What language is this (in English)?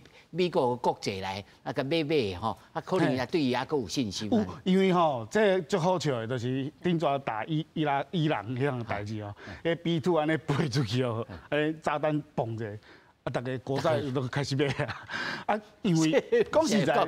Min Nan Chinese